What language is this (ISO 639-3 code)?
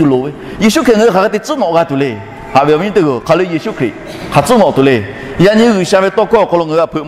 lhu